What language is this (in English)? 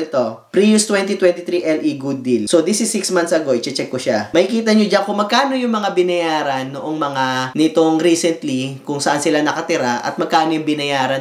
Filipino